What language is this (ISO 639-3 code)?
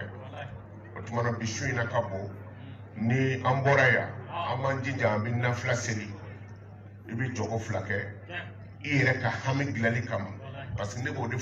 bam